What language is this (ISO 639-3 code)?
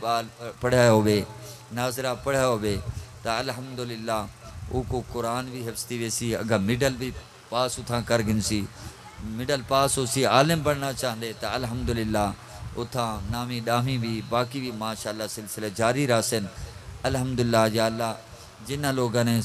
skr